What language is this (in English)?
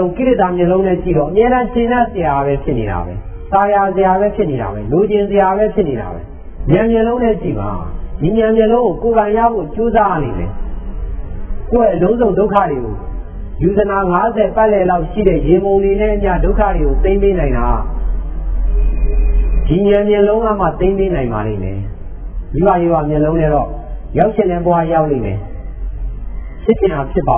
Burmese